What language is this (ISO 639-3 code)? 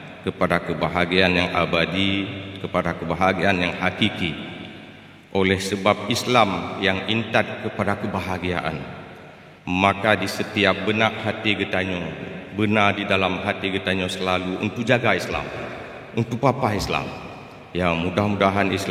ace